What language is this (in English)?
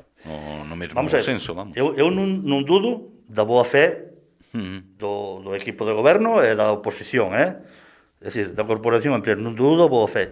Galician